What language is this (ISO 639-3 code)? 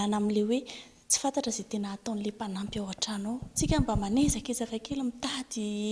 mlg